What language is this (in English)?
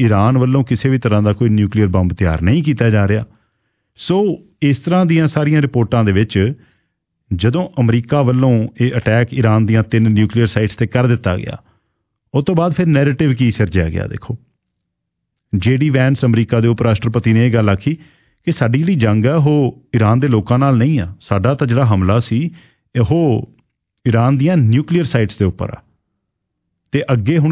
Punjabi